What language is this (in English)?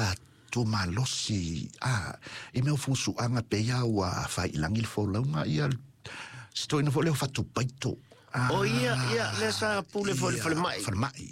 Samoan